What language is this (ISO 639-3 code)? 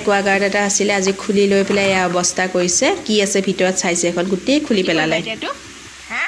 asm